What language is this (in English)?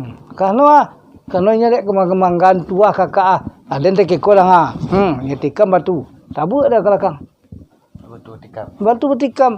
Minangkabau